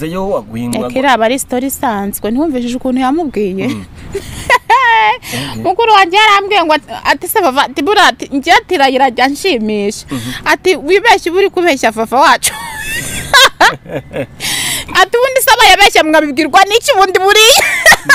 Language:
Kinyarwanda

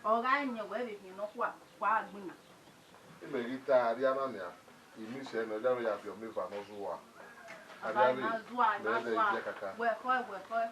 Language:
Bini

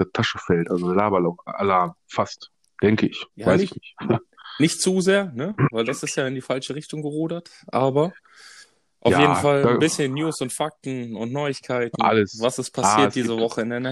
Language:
German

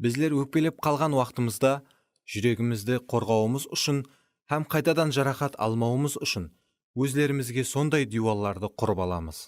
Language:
Kara-Kalpak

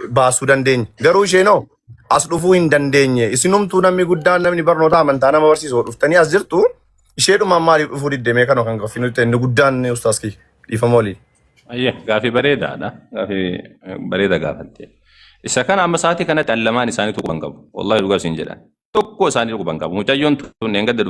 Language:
Oromo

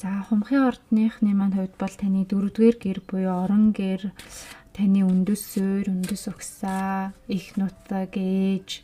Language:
Mongolian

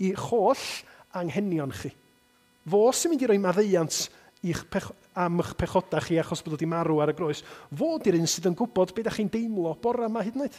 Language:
Welsh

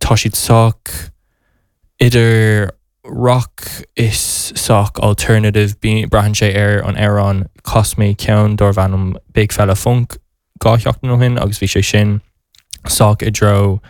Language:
Irish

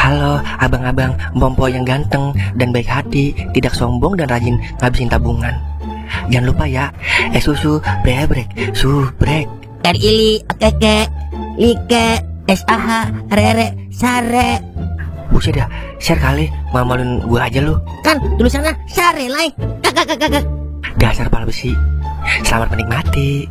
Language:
Betawi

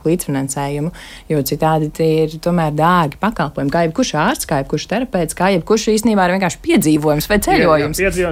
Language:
Latvian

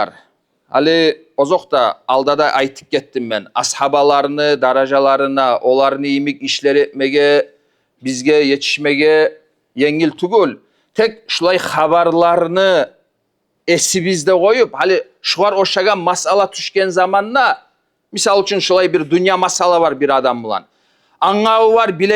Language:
Kumyk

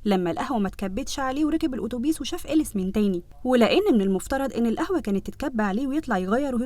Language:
Egyptian Arabic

